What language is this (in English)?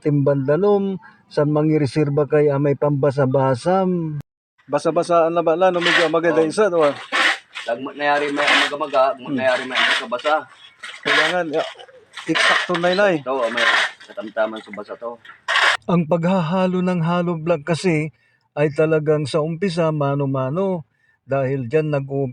Pangasinan